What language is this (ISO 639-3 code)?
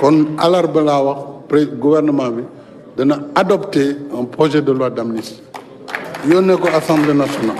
wol